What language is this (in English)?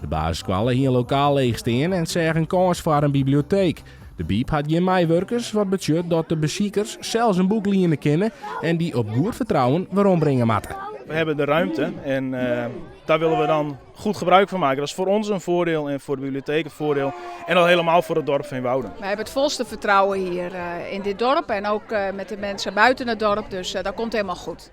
Western Frisian